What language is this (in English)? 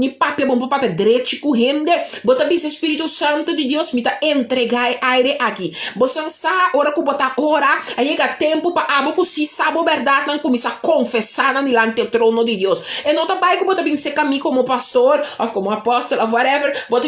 Papiamento